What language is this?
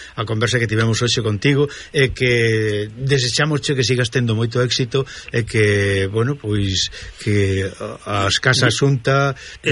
Galician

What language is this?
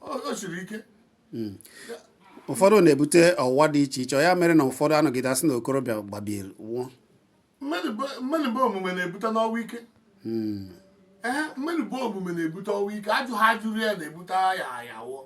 Igbo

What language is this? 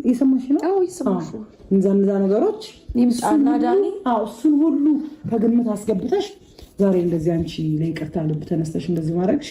Amharic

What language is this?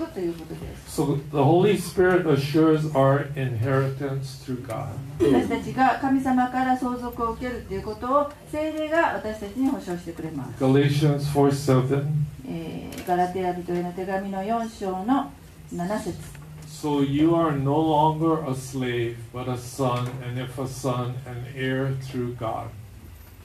Japanese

